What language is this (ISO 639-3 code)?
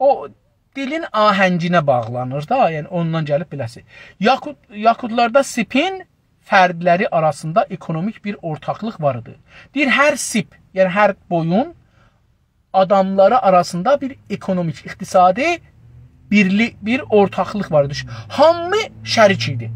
azb